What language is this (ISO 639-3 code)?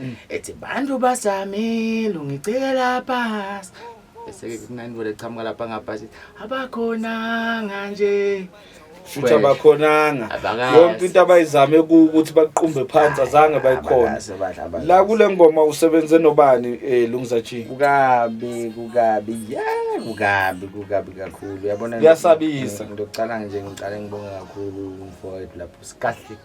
zul